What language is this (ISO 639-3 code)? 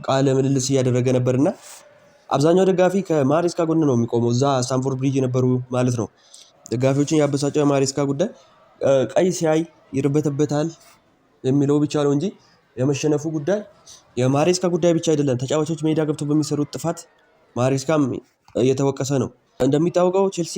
amh